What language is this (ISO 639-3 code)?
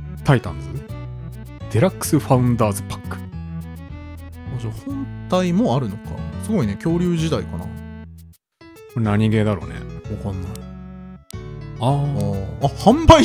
jpn